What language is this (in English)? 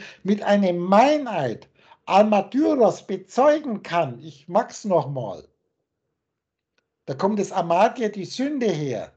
German